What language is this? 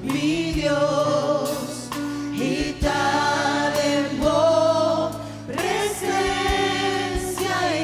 Papiamento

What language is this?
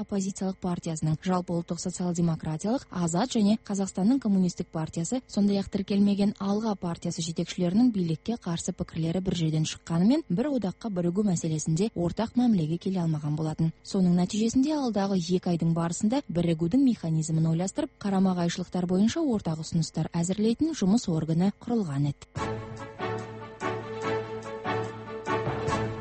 Kazakh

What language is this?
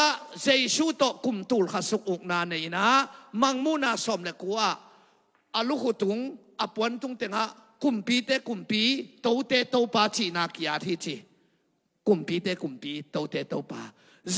Tedim Chin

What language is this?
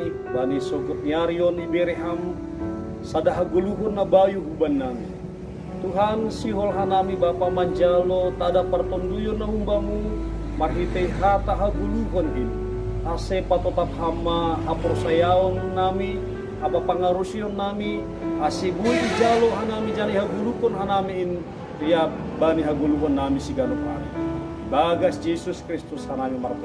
Batak Simalungun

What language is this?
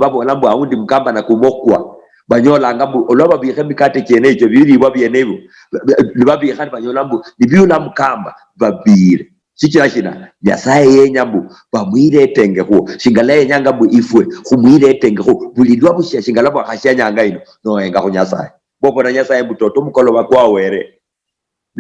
Luyia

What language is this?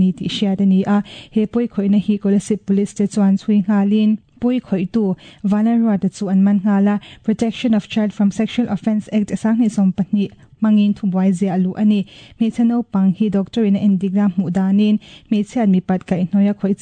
Mizo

